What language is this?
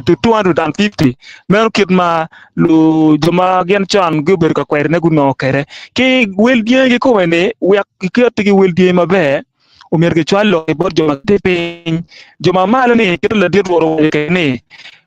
Acoli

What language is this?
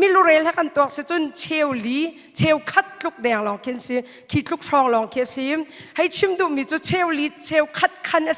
Hakha Chin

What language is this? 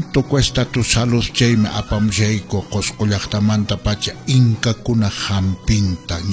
Quechua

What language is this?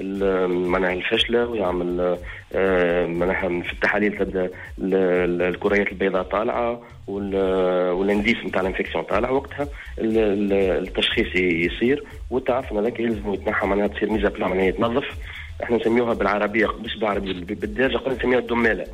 Tunisian Arabic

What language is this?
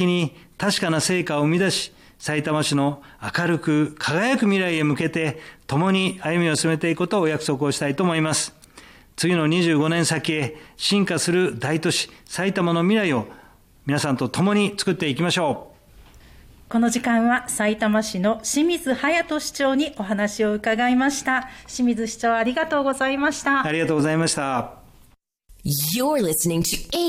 Japanese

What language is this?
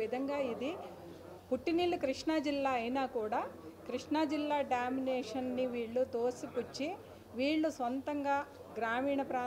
Telugu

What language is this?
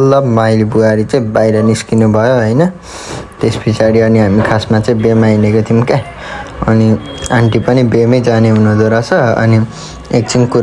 Nepali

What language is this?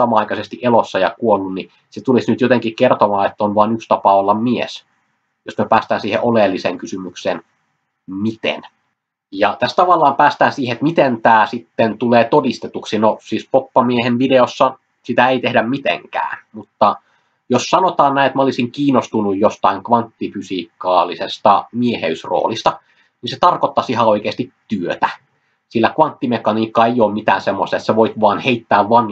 Finnish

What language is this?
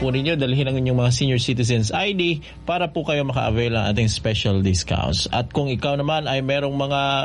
Filipino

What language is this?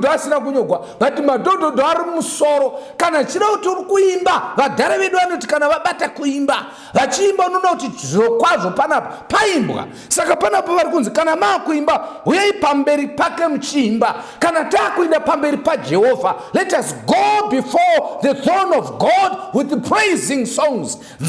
Shona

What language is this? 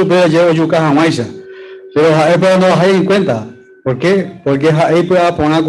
Guarani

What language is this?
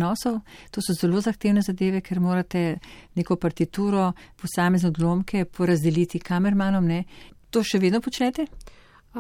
Slovenian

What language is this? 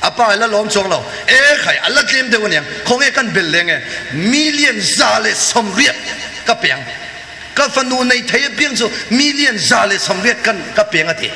Mizo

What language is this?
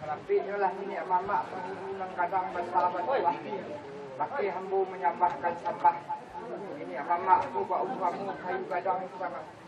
Minangkabau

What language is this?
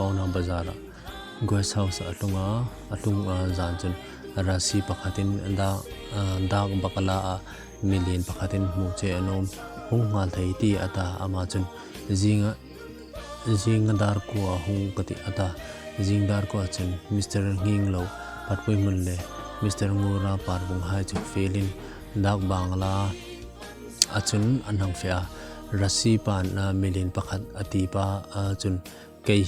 Hmar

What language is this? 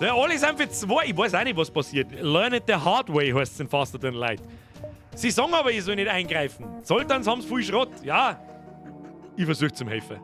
Bavarian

